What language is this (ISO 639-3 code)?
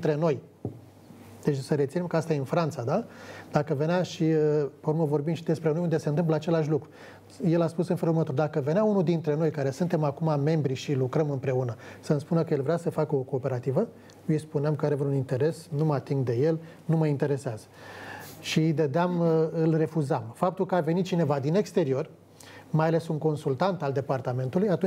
ron